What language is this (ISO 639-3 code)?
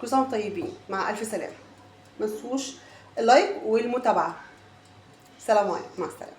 arz